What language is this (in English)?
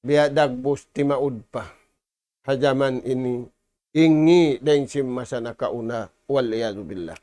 Tausug